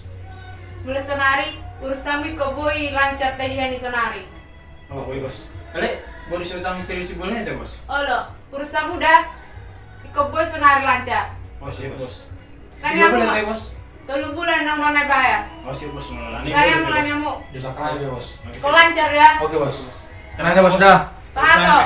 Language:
Batak Toba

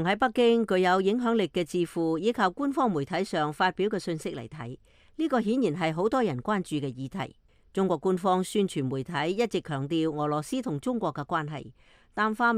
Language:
Cantonese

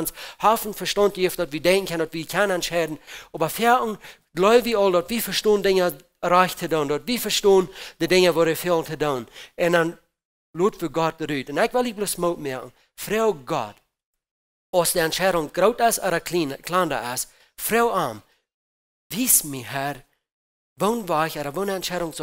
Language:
Plautdietsch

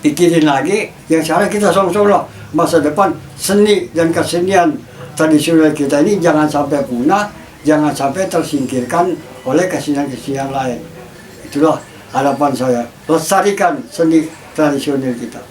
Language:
Betawi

